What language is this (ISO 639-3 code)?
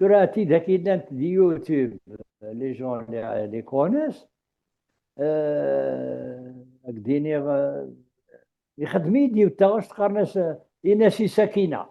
kab